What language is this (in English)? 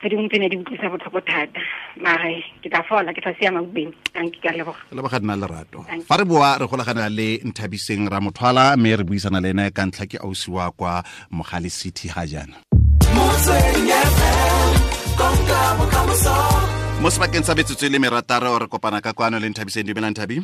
Tswana